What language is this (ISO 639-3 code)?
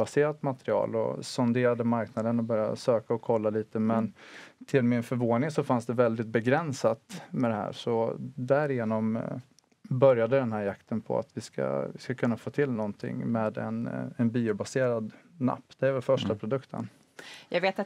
swe